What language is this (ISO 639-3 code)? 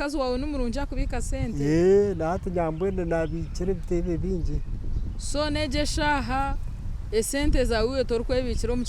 nyn